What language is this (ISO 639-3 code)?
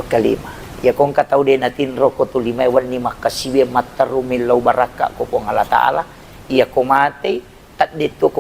bug